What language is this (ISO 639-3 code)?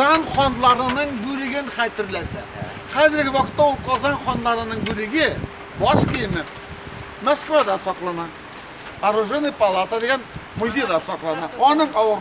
tat